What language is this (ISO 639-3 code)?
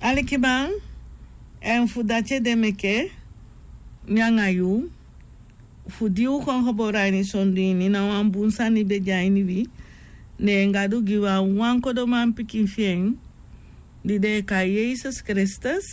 srn